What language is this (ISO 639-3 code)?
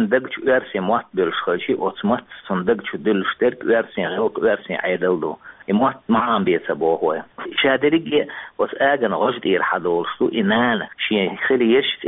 che